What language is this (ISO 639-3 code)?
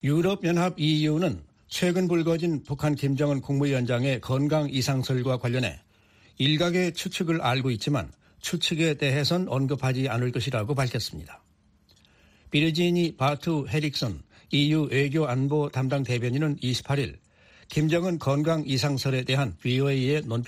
kor